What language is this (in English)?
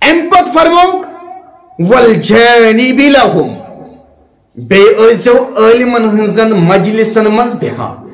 Kashmiri